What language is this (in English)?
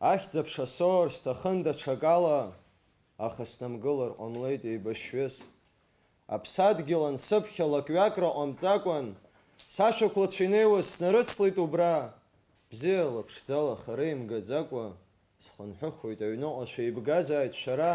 Abkhazian